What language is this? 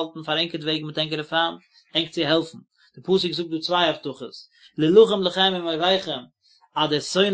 Yiddish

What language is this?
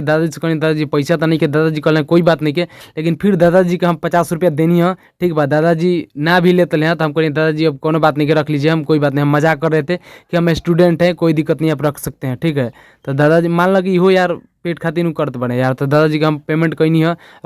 Bhojpuri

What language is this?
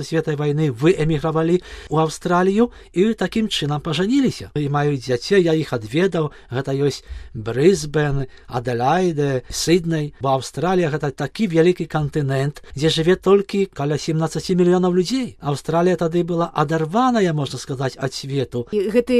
Belarusian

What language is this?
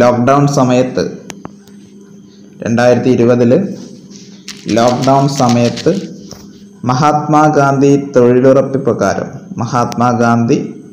Malayalam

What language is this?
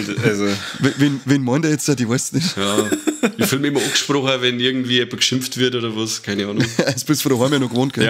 Bavarian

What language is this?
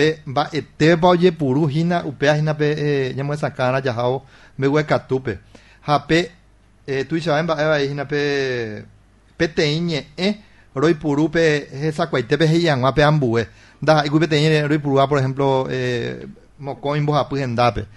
Guarani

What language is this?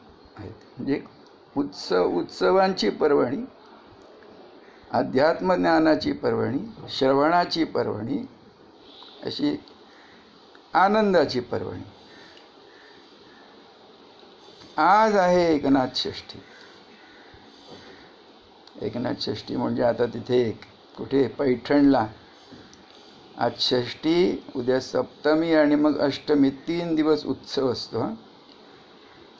Marathi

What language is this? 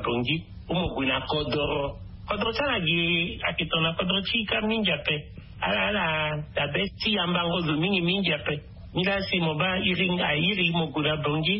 Sango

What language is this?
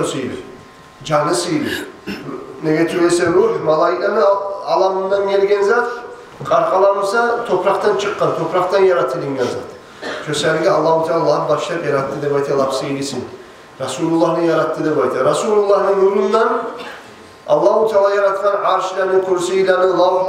Kumyk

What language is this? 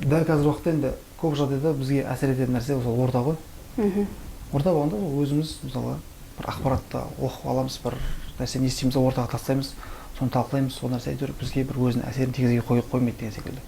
Kazakh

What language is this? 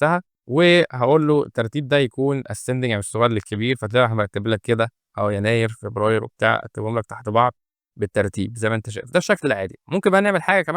Egyptian Arabic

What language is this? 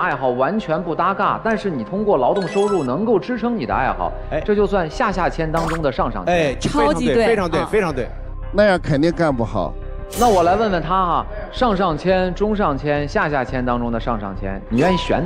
Chinese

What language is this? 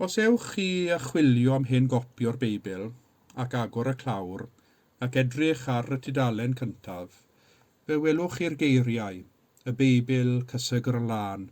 Welsh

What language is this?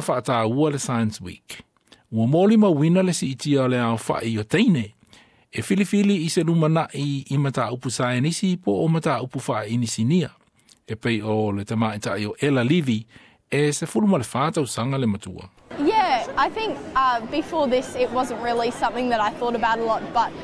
Samoan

